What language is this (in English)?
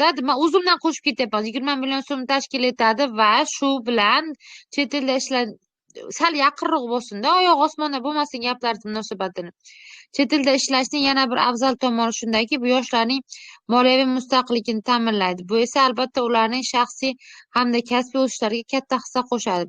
Uzbek